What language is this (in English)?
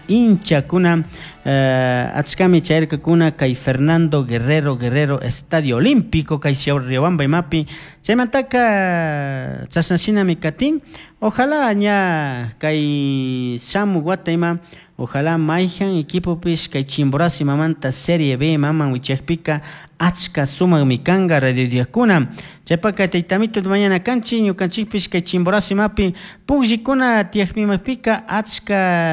Chimborazo Highland Quichua